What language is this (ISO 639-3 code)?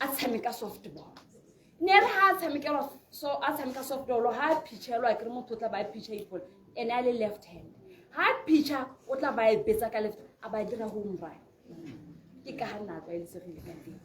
tsn